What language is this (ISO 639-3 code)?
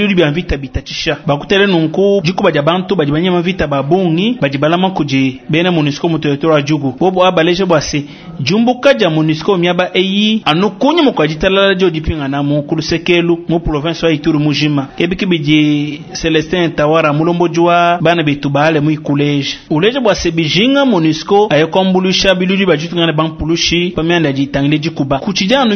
lua